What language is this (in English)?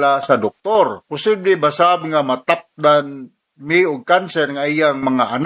Cebuano